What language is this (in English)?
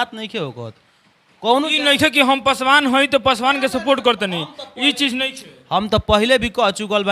Bhojpuri